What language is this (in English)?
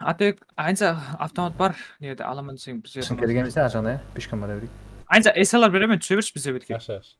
Kara-Kalpak